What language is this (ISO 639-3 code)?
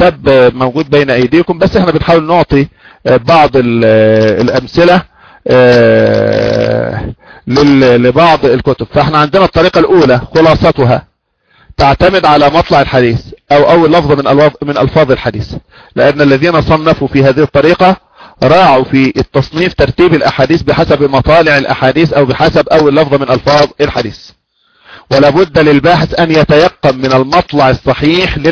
ara